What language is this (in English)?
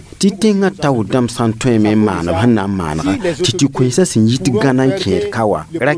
Mossi